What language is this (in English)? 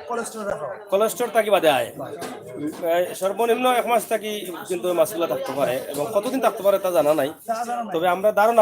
Sylheti